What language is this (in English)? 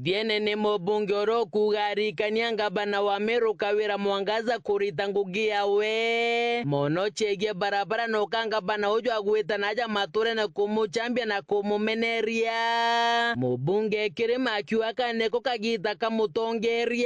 Meru